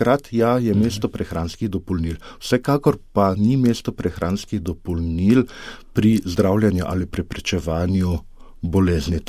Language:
Slovenian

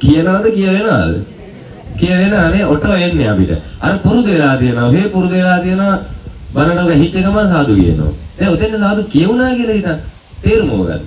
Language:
Sinhala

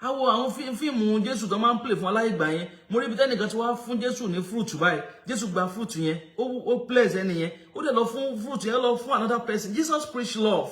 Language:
Yoruba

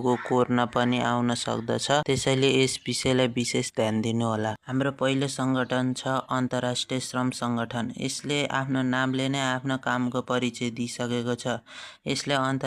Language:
Nepali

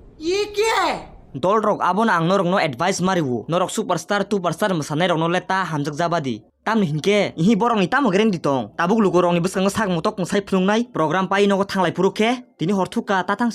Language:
Kok Borok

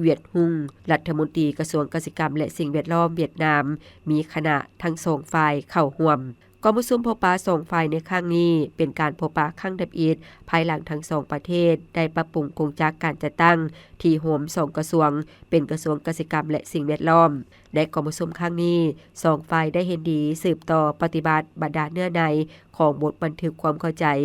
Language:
Lao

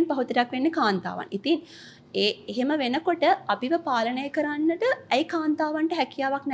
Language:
Sinhala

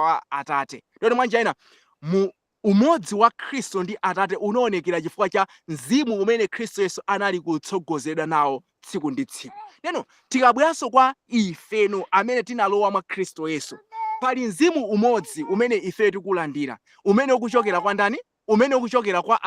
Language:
Nyanja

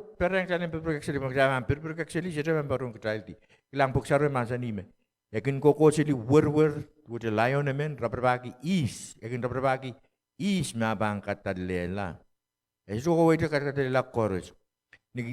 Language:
Pohnpeian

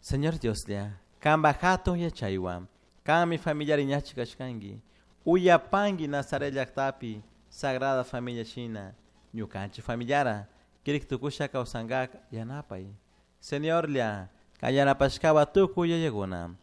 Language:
Chimborazo Highland Quichua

